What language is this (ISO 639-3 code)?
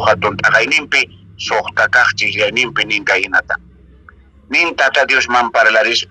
que